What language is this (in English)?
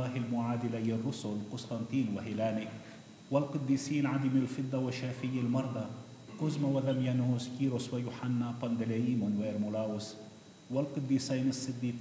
Arabic